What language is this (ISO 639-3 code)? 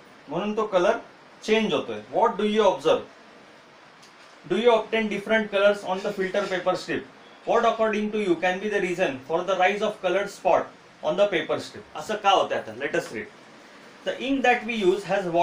mar